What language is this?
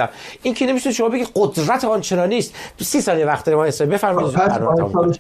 Persian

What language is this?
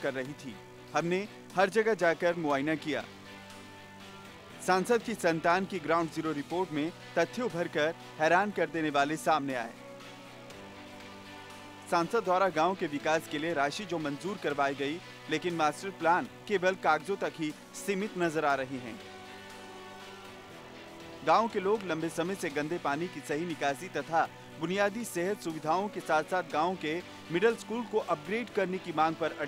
Punjabi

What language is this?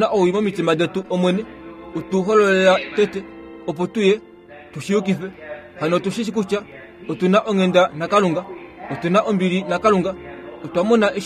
Kuanyama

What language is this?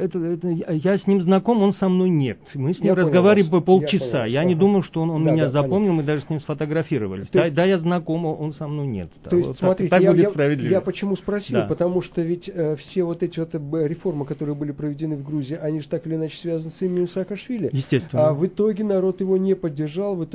Russian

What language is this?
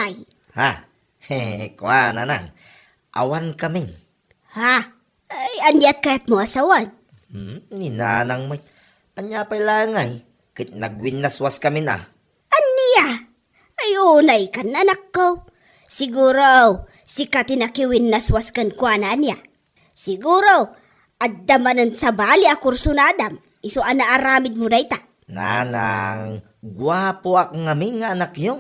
Iloko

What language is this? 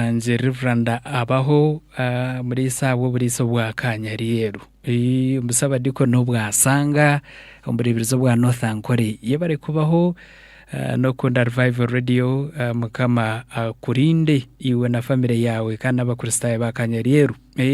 Nyankole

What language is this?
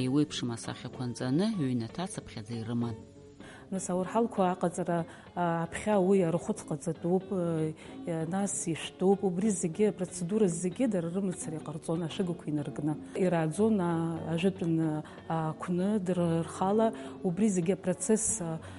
Abkhazian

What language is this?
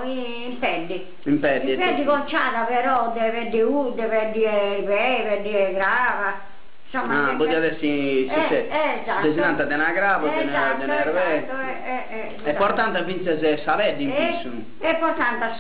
Sardinian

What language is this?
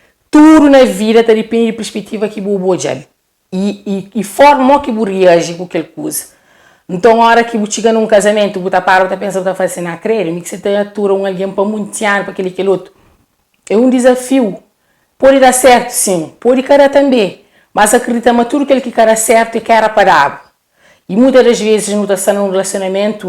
Kabuverdianu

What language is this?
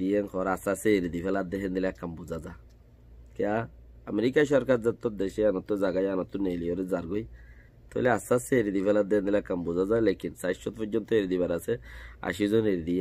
Rohingya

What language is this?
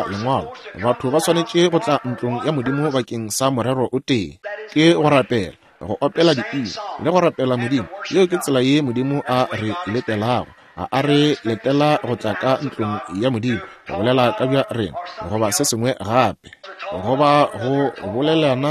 Northern Sotho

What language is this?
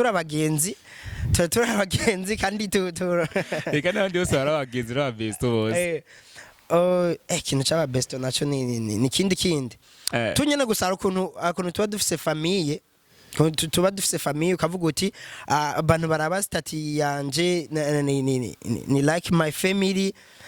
Rundi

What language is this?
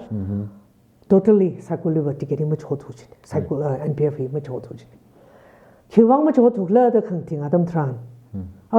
Tangkhul Naga (India)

